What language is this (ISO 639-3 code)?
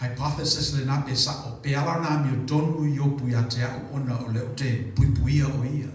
smo